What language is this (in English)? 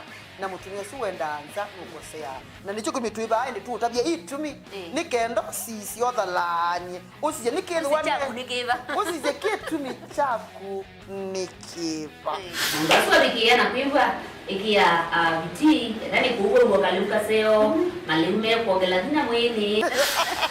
Kamba